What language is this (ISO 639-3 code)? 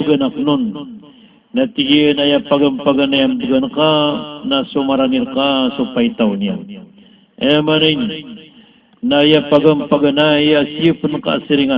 mrw